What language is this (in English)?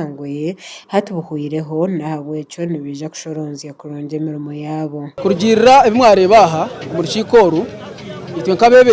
Nyankole